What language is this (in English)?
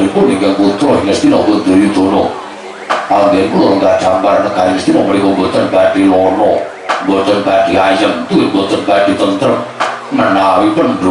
Javanese